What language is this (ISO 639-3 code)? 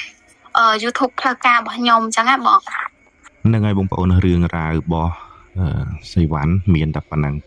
khm